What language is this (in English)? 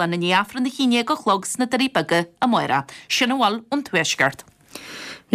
Irish